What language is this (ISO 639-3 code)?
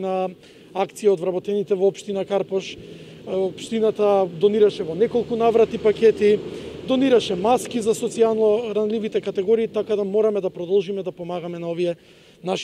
mkd